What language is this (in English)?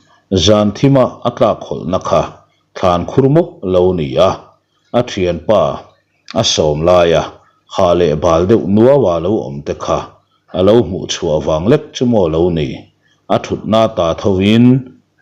Mizo